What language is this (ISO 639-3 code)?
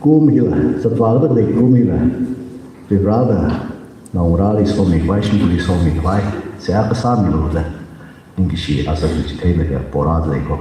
nmf